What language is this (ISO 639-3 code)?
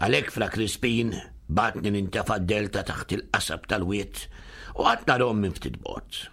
mlt